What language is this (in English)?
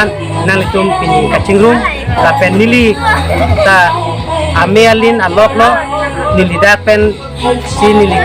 Karbi